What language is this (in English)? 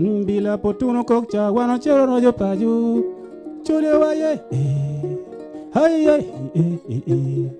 Acoli